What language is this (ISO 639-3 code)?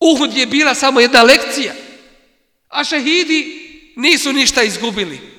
bos